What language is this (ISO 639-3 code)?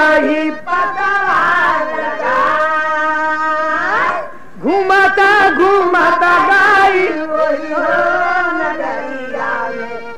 bho